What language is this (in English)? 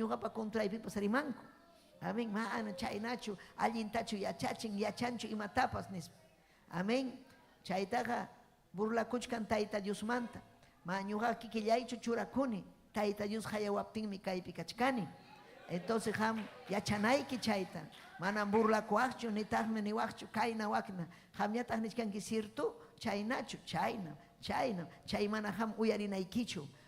Ayacucho Quechua